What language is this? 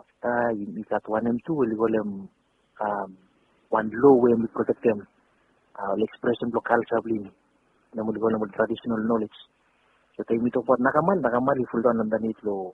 Bislama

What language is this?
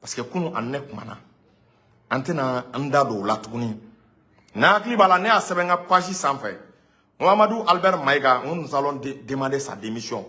Bambara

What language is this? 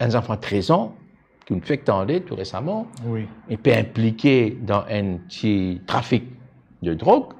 Morisyen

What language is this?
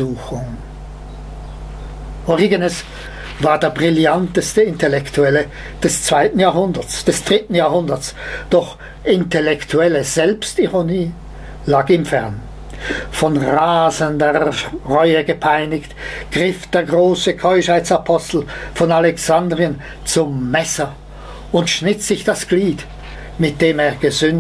German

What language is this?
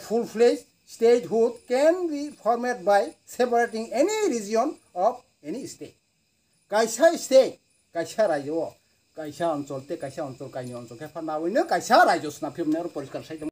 Kok Borok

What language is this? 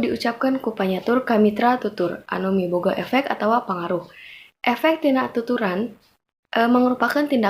Sundanese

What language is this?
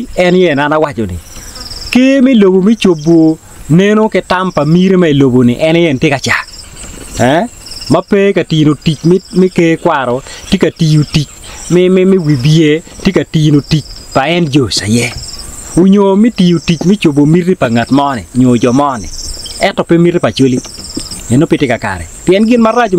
Acoli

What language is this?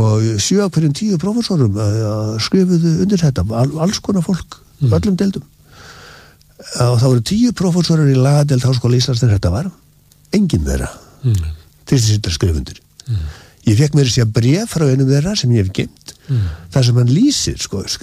Icelandic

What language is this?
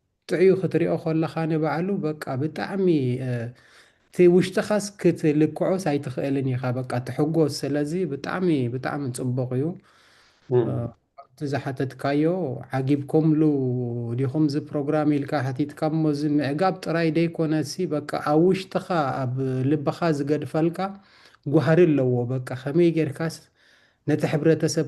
Tigrinya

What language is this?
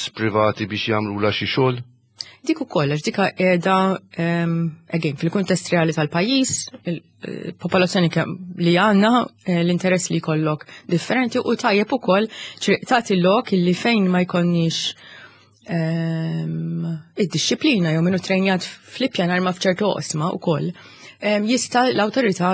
Maltese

